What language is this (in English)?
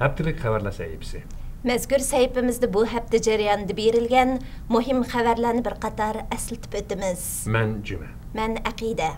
Uyghur